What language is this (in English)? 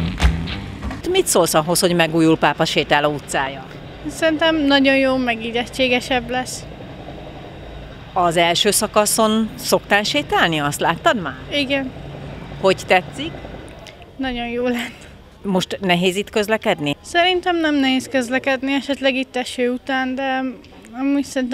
Hungarian